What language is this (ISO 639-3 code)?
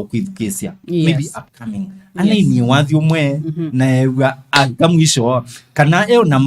kam